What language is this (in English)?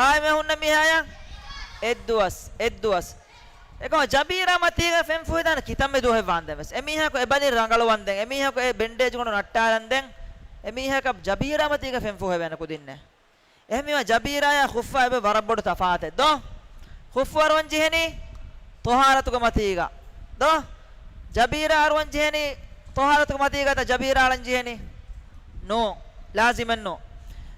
Divehi